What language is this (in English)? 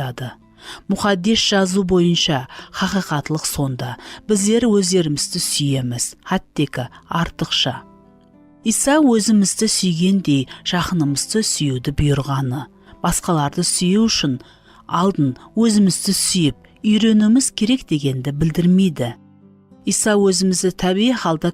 Kara-Kalpak